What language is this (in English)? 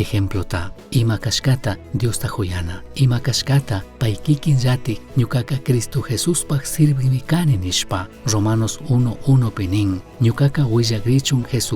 Chimborazo Highland Quichua